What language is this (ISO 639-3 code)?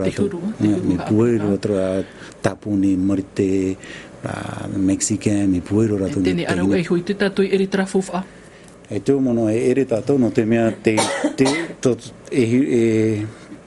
tah